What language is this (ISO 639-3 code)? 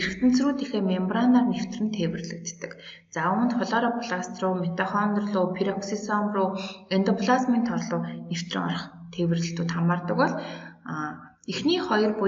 mon